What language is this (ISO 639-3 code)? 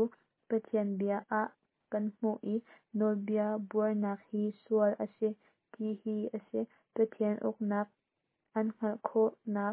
cnh